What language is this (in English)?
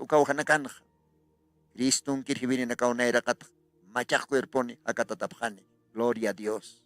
Aymara